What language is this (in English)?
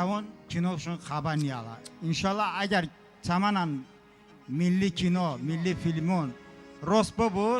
Talysh